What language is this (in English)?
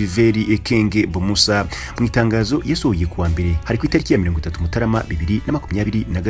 Kinyarwanda